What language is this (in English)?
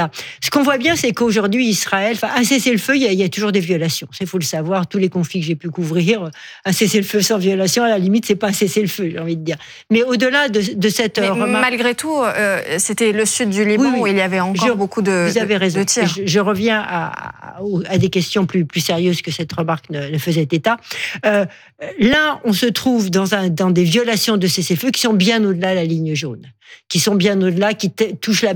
French